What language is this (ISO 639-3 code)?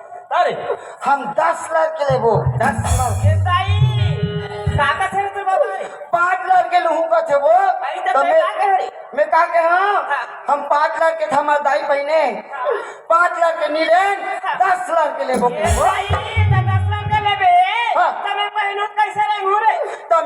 hne